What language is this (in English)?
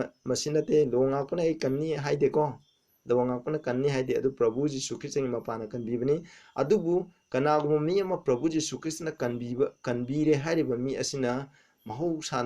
Manipuri